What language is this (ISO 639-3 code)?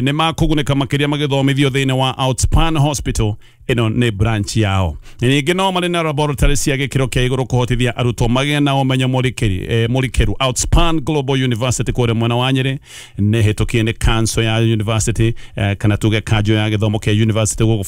kik